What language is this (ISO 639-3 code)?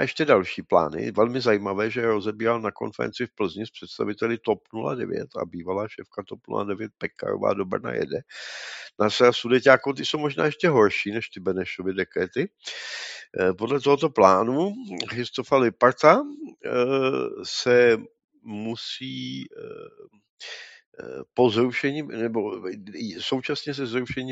ces